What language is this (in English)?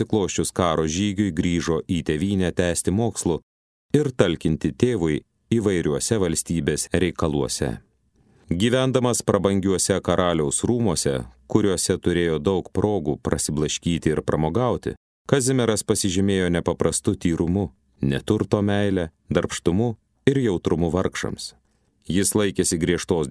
Lithuanian